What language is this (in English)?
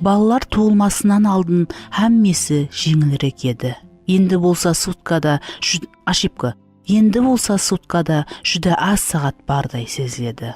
Kara-Kalpak